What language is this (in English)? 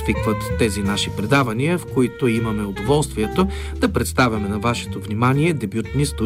Bulgarian